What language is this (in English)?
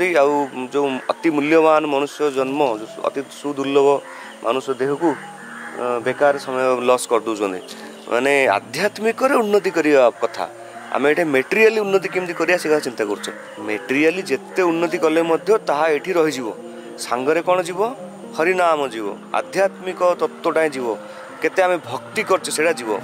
Odia